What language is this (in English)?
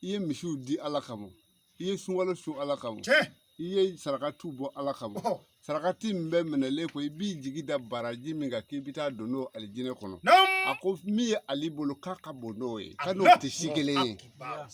Bambara